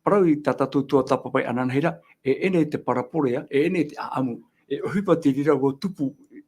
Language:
Tahitian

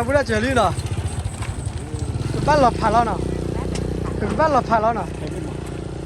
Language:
S'gaw Karen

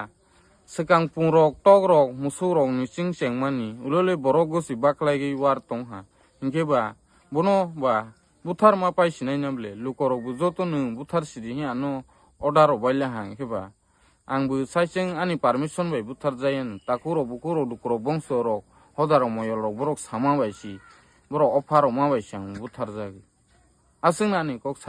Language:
Kok Borok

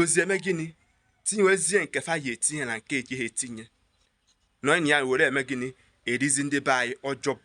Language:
Igbo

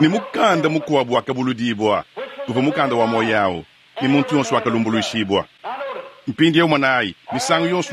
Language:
Luba-Lulua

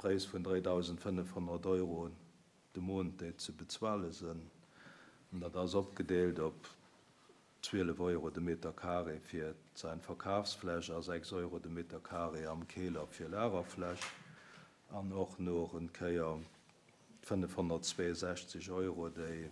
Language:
Luxembourgish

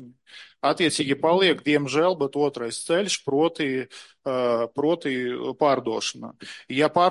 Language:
Latvian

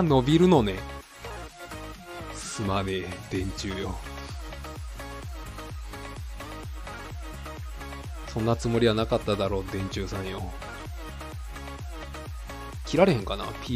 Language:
Japanese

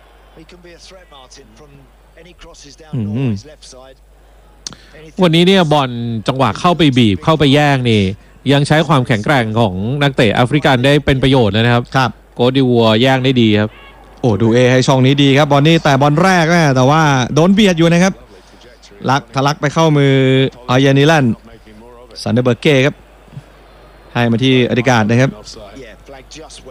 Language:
Thai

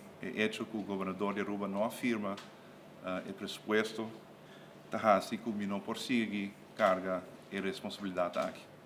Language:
Papiamento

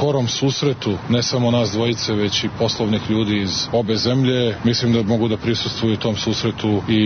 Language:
Serbian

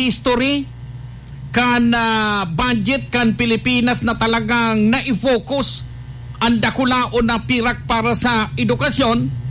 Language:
Bikol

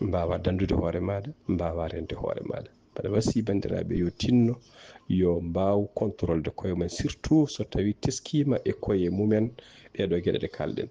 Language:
Fula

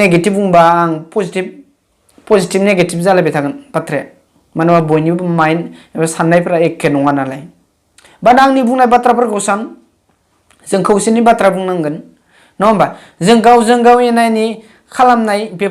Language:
Bodo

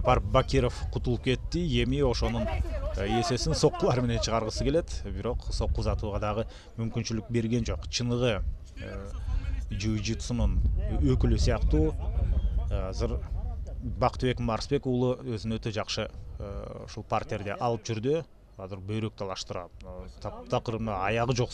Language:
Kyrgyz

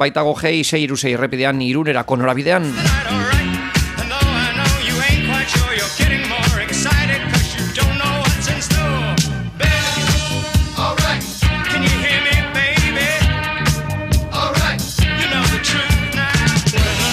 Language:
Basque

